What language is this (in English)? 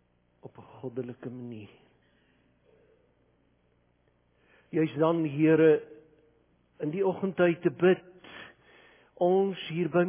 Afrikaans